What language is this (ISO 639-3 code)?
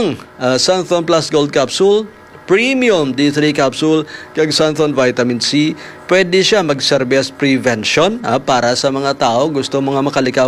hil